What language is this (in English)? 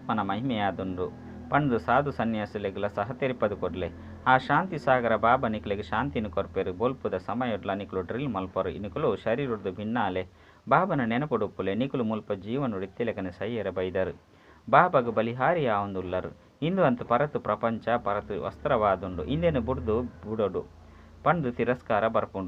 Tulu